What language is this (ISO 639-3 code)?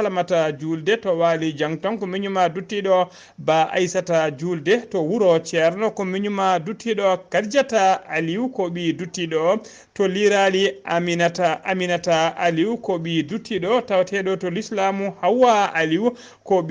ful